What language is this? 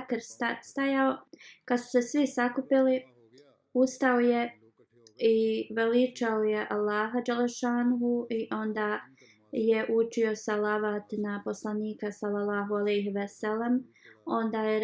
Bosnian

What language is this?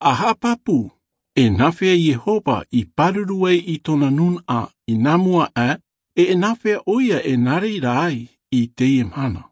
Tahitian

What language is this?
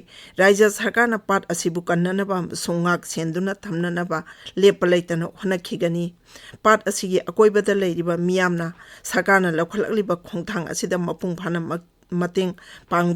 Manipuri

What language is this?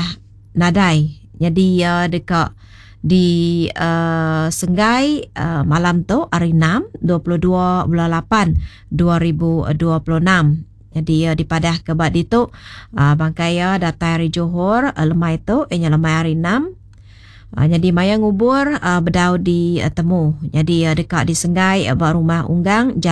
Iban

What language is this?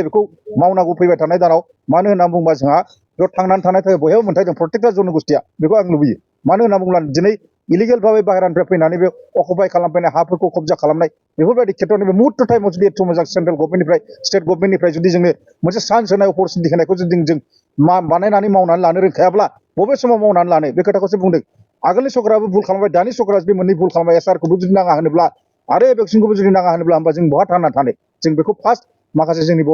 Bodo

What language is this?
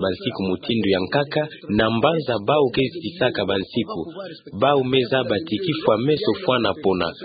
Kituba (Democratic Republic of Congo)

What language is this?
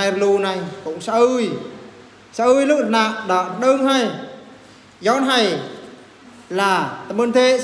Eastern Bru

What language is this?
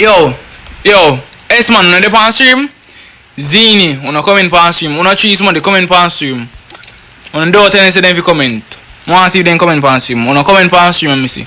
Jamaican Creole English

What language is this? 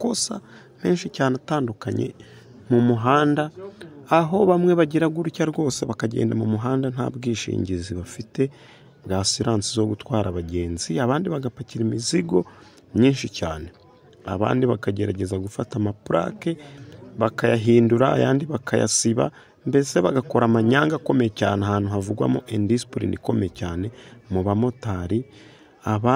Kinyarwanda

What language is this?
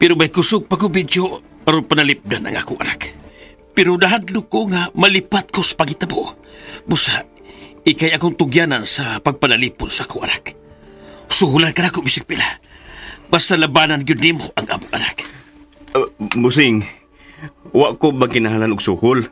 Cebuano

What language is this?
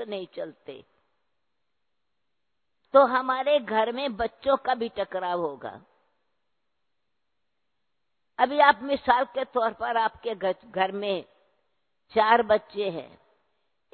Hindi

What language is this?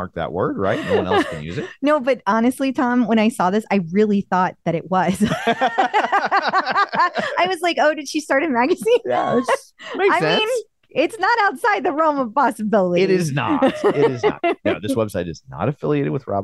English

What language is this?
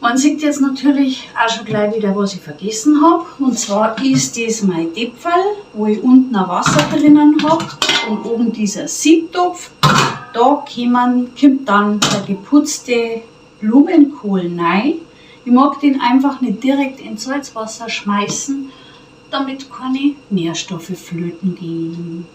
Bavarian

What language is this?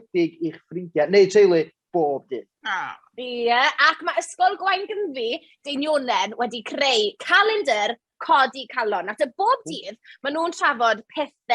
Welsh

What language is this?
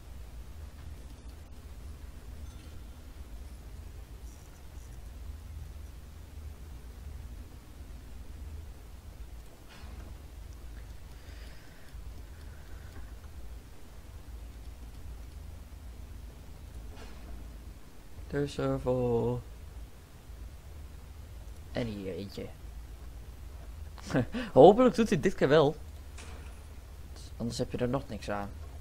Dutch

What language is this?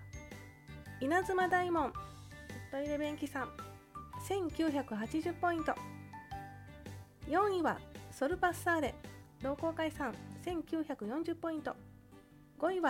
Japanese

